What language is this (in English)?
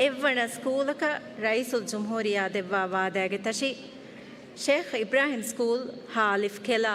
Divehi